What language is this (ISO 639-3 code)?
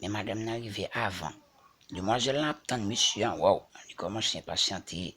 hat